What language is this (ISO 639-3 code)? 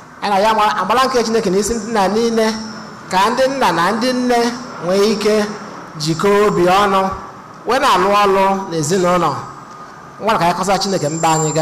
ibo